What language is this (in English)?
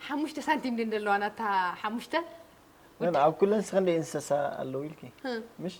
Tigrinya